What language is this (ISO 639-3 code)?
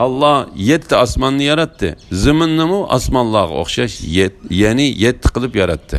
uig